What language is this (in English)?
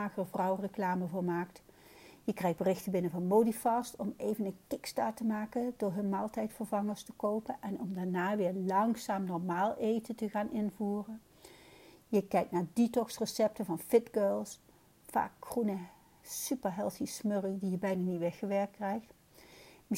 Dutch